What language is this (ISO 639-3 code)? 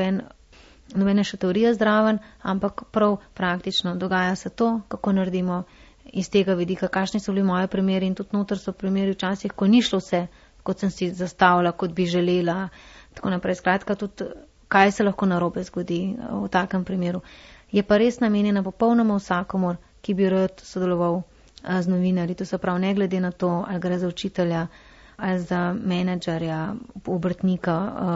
slv